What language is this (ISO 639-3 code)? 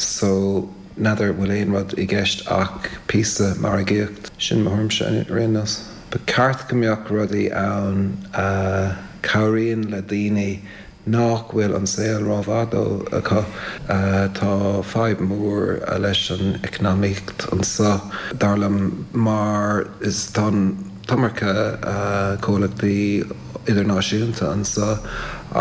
gle